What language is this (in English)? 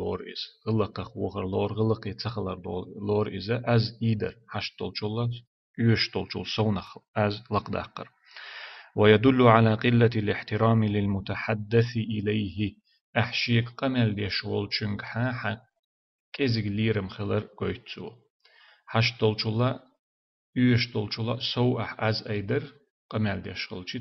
Chechen